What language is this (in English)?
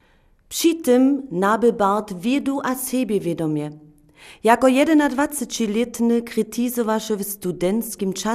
Upper Sorbian